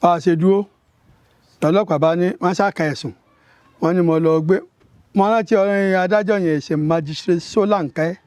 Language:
Yoruba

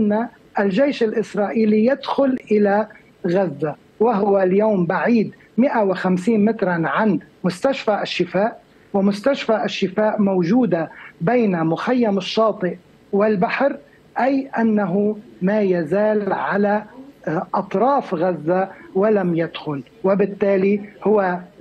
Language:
Arabic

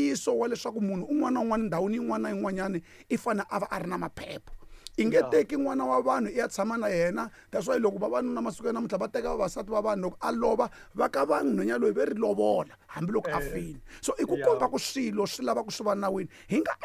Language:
Tsonga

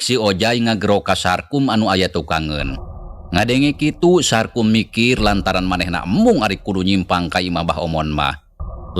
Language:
Sundanese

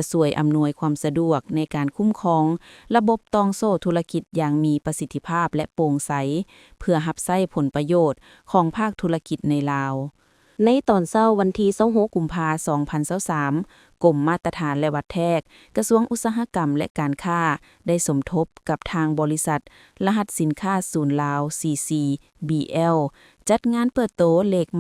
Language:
Lao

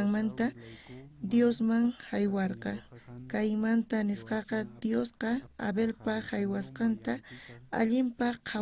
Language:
South Bolivian Quechua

